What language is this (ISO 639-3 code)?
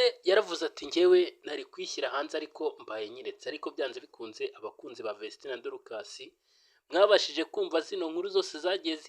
kin